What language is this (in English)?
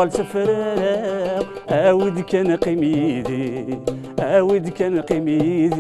Kabyle